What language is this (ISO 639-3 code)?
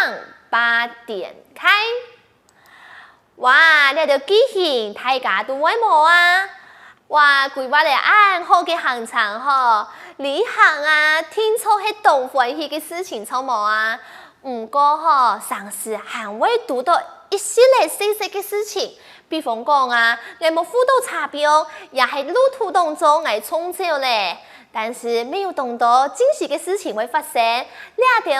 hak